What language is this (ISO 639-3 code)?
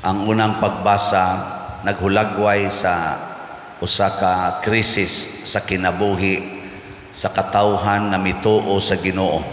ceb